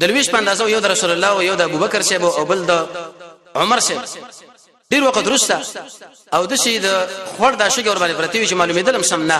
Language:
Pashto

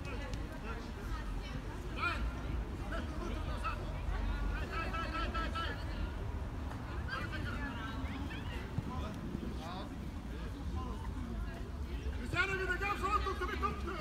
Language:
Bulgarian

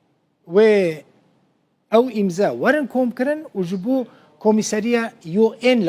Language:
Kurdish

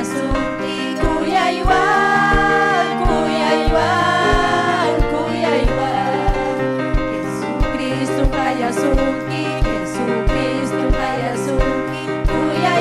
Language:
Ayacucho Quechua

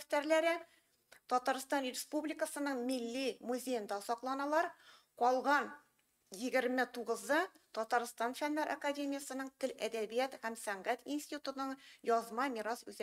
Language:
Tatar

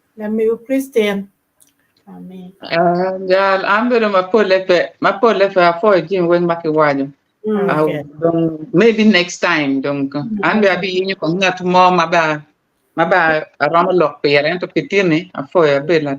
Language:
Acoli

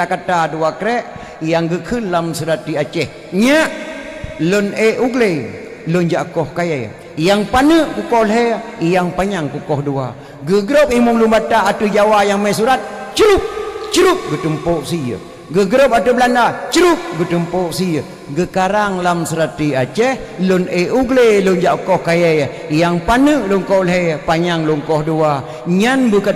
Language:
Achinese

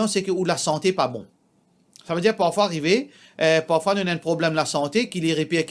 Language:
Morisyen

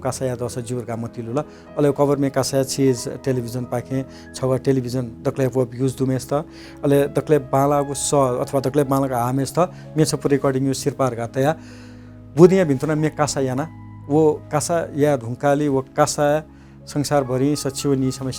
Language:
Newari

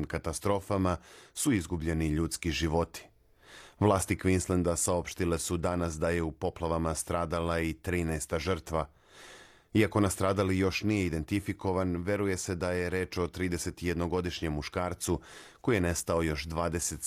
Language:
Serbian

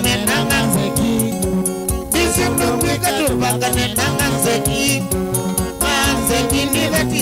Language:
Kamba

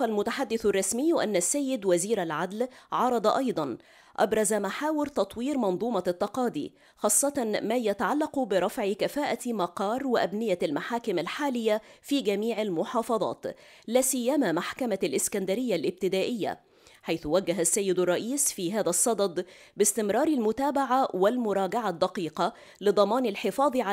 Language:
Egyptian Arabic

